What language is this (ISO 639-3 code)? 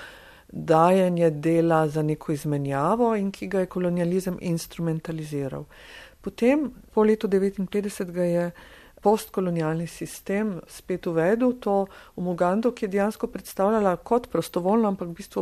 slv